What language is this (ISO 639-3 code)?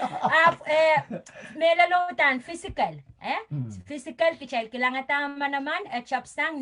pon